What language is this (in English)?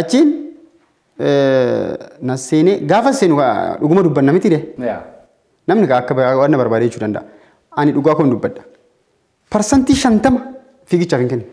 Oromo